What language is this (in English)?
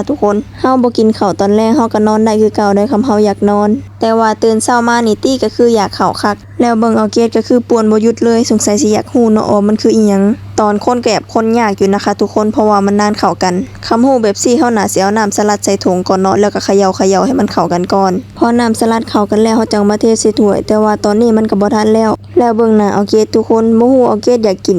Lao